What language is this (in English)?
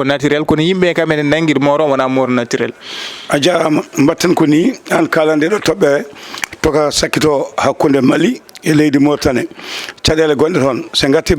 Fula